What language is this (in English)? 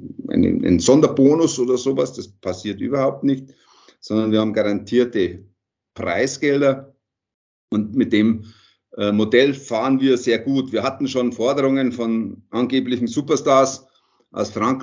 German